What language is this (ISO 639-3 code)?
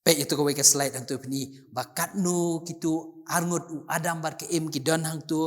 kha